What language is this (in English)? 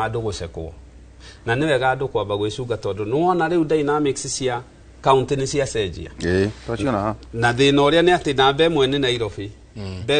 Kikuyu